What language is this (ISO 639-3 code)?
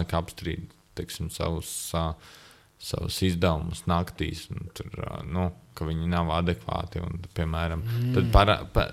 lav